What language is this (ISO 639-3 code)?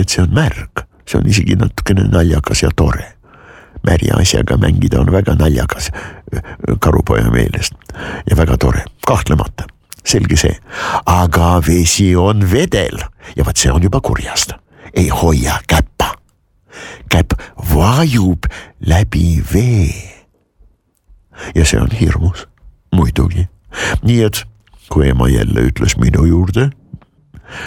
est